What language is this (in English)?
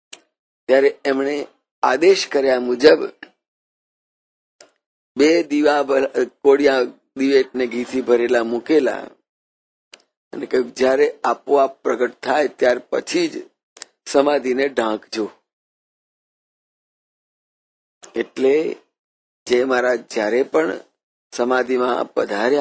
Gujarati